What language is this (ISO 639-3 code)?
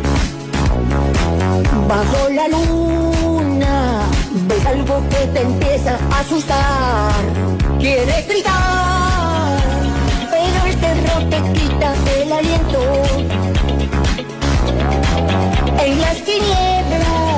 spa